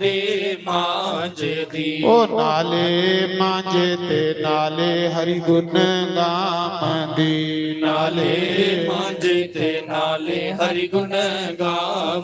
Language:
Dogri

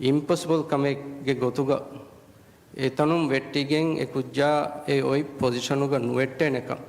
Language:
Divehi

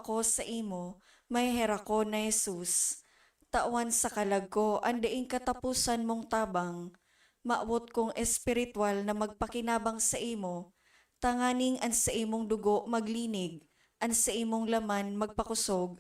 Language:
Bikol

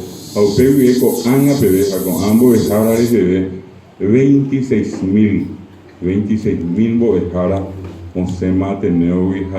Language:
Guarani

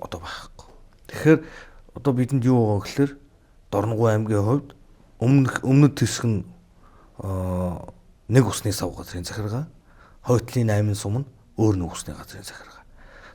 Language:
Mongolian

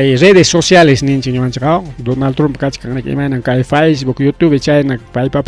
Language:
Ayacucho Quechua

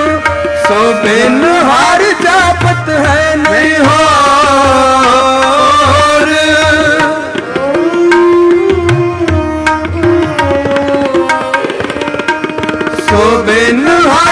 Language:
Punjabi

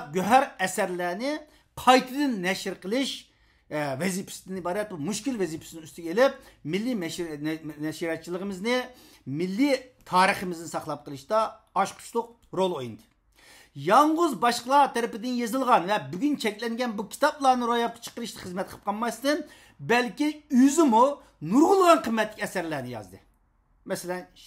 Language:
Uyghur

